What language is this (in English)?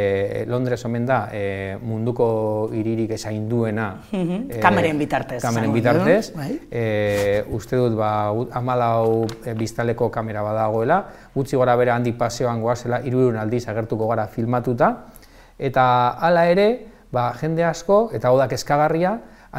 Basque